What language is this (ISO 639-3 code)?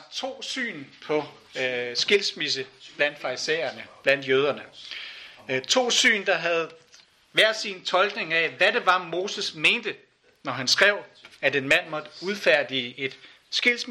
dan